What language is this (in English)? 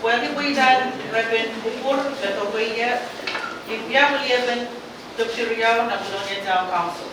Pohnpeian